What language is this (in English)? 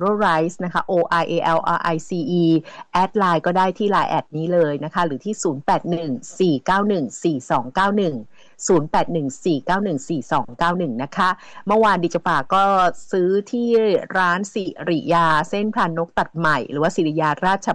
Thai